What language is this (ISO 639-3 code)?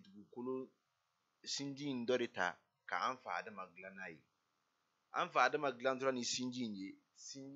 bam